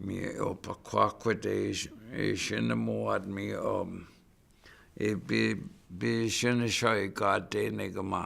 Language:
Chippewa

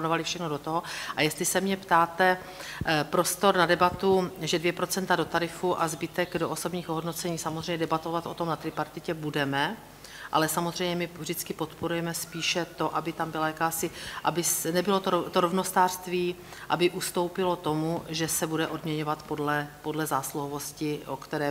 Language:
Czech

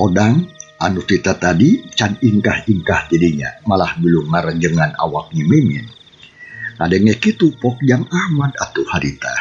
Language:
Sundanese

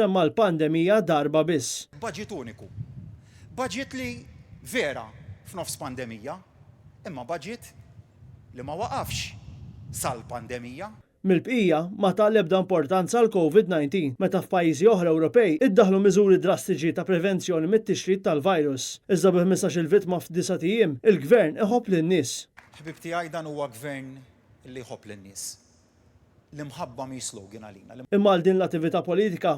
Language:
Maltese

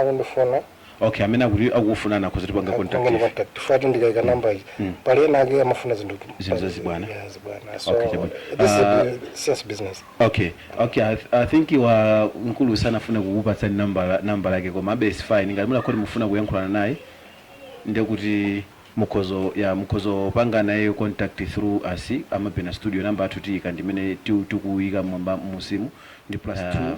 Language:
Nyanja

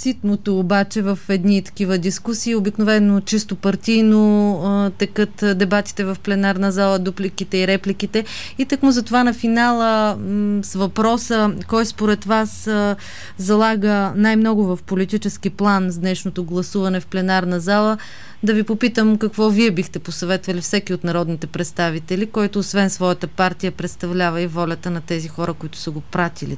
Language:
Bulgarian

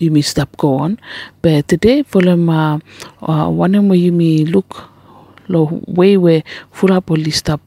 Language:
Bislama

